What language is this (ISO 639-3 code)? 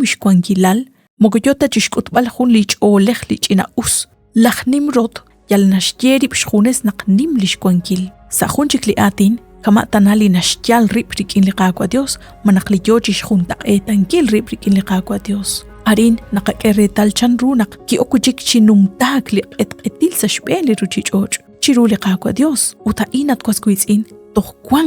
kek